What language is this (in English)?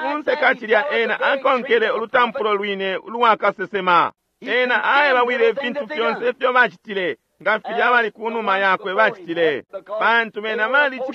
Bemba